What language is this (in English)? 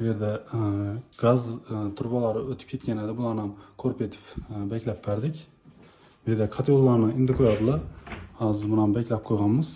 Uzbek